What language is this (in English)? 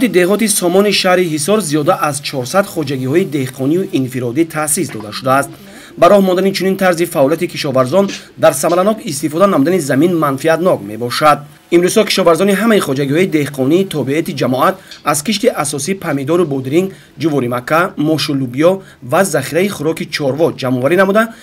Tajik